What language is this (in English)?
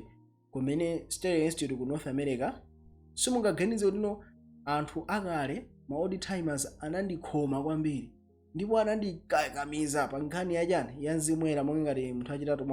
Nyanja